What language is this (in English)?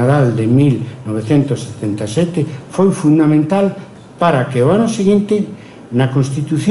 Galician